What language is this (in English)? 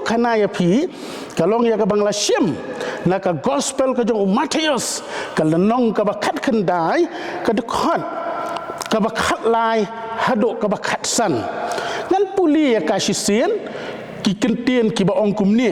Khasi